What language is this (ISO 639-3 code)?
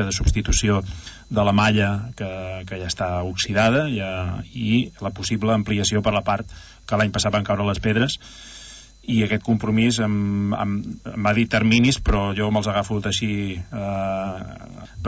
cat